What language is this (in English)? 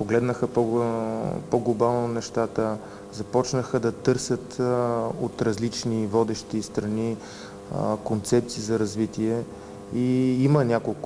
Bulgarian